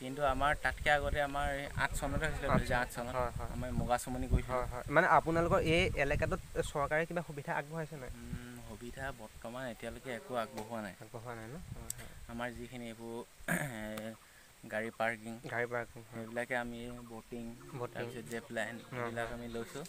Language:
Assamese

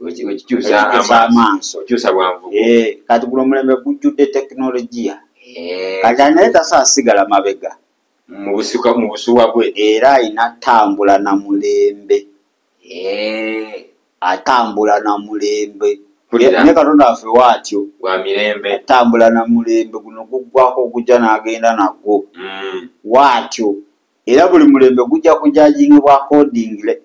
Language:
Ganda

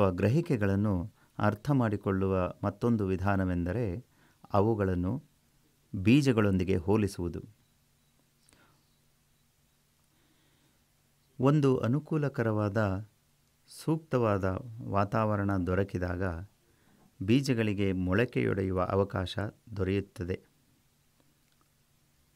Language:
Kannada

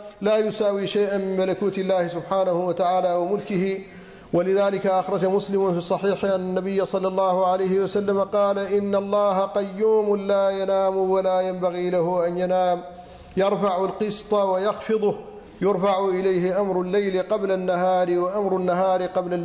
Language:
Arabic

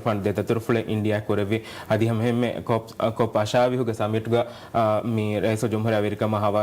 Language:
Divehi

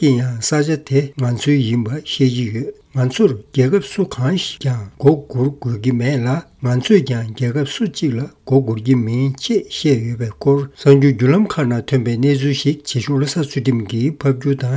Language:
Tibetan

